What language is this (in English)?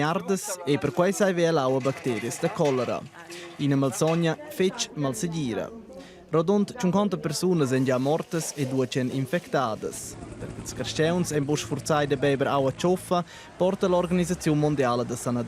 Romansh